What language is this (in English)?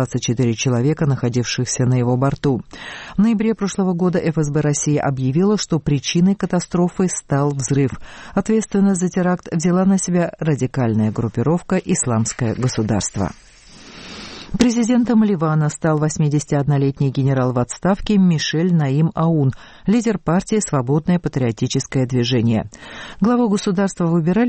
Russian